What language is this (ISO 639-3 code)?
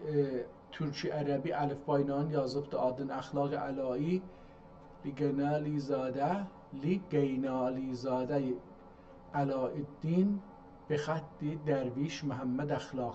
azb